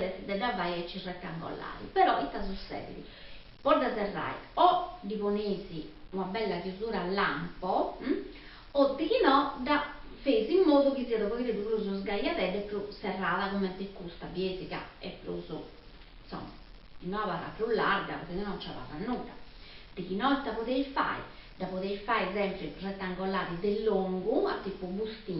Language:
Sardinian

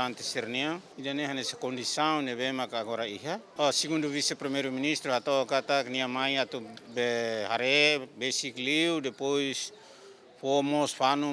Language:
Tetum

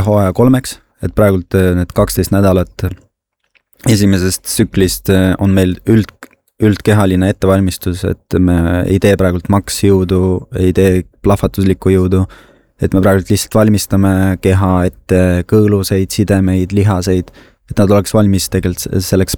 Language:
Estonian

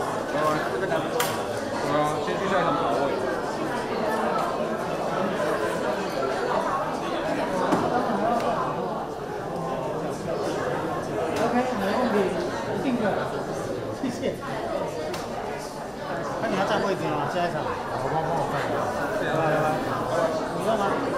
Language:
Chinese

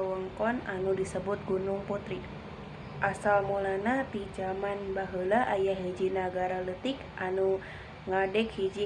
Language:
Sundanese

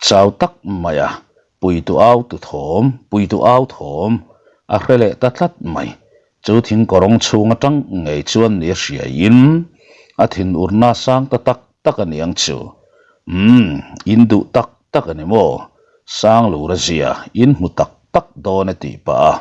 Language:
Mizo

